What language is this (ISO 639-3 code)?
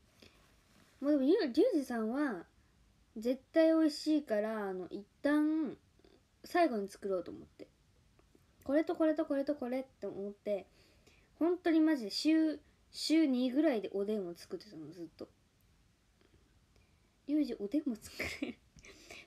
jpn